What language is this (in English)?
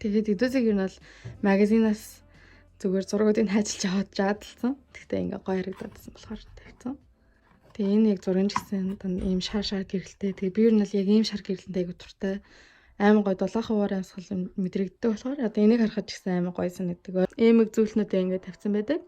Mongolian